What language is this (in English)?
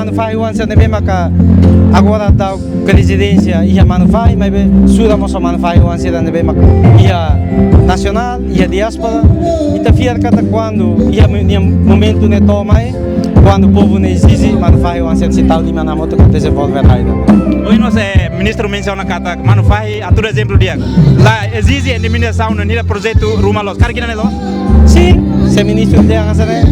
Tetum